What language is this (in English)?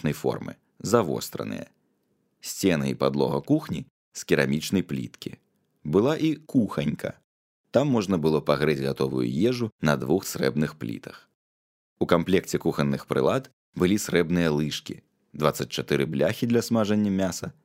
Belarusian